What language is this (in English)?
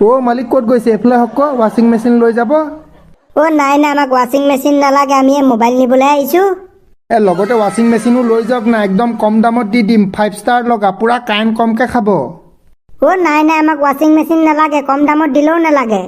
Assamese